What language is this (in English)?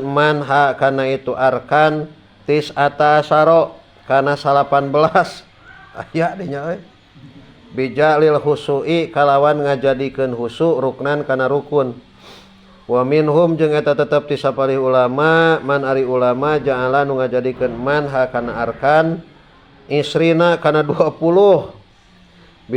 Sundanese